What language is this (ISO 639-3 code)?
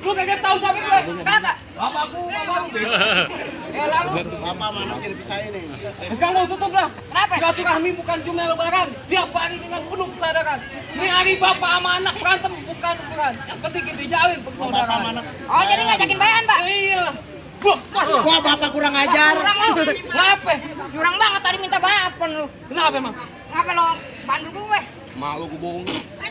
bew